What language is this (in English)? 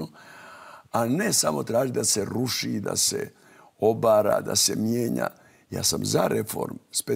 Croatian